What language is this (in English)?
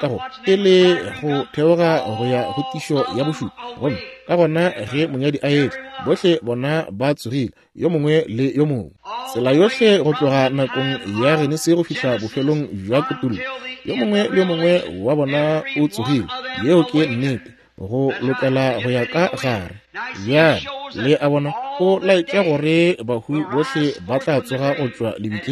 Northern Sotho